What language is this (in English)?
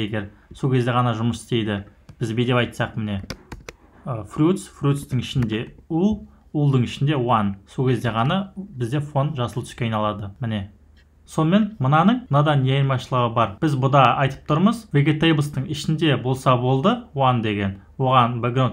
Kazakh